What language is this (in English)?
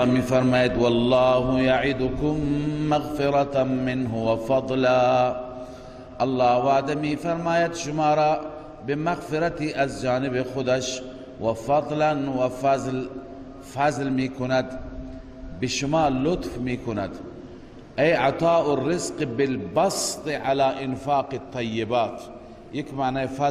Persian